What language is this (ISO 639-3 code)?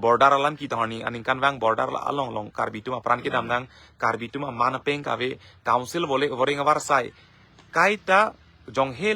mjw